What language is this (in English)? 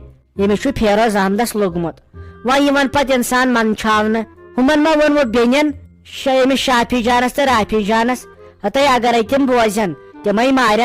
Kashmiri